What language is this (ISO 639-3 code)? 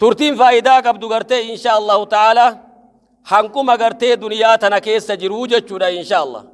orm